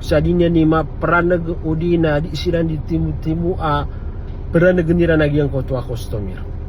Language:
Maranao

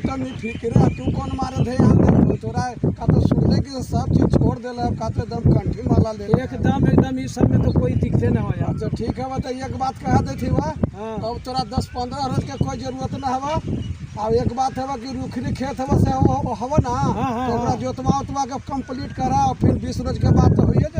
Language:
Magahi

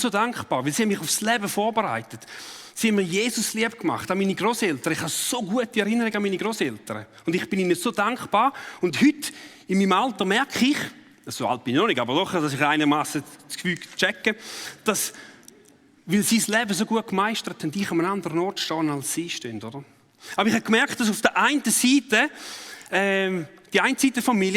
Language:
Swiss German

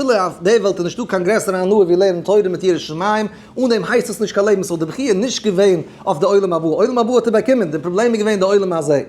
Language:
Yiddish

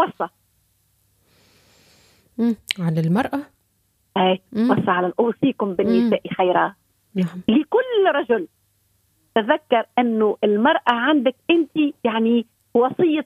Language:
Arabic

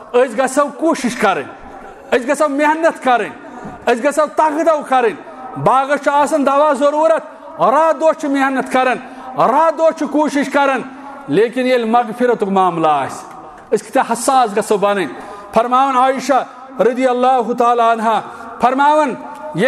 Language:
Kashmiri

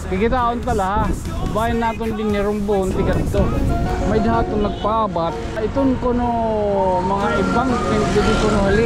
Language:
Waray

